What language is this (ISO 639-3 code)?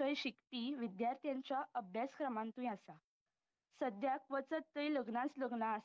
kok